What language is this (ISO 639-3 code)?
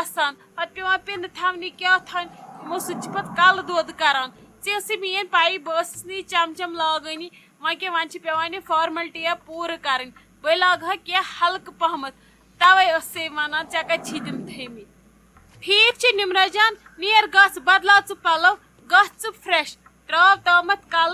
kas